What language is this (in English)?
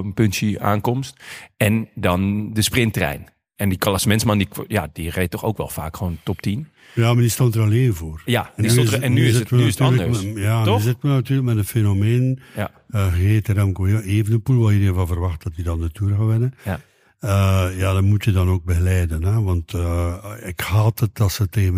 Dutch